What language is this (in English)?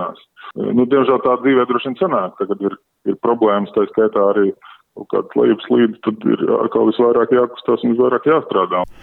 Latvian